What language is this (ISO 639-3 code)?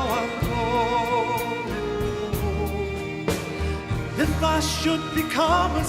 fry